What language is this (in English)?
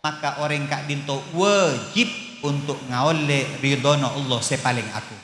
Madurese